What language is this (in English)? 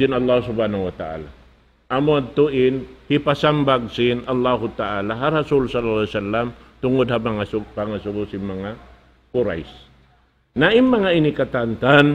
Tausug